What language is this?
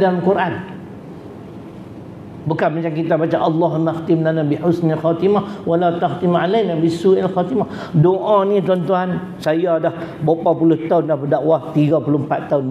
Malay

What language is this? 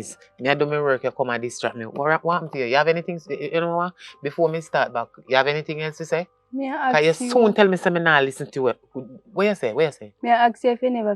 Jamaican Creole English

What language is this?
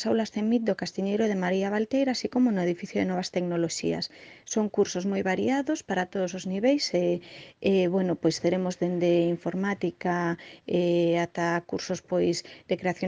Galician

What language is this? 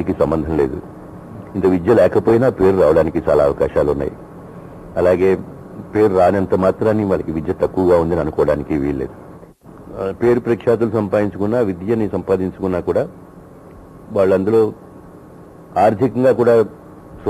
Telugu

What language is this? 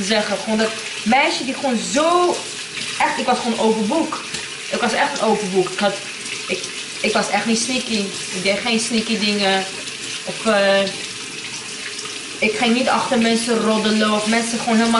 Dutch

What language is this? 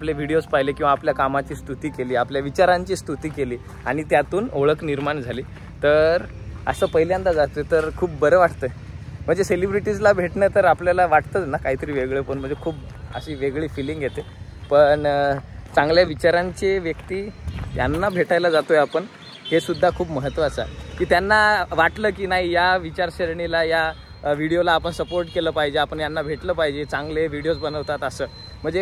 Marathi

